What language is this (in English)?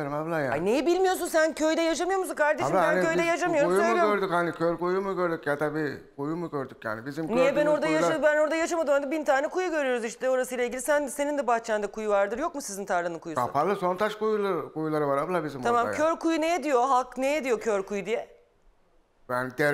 Turkish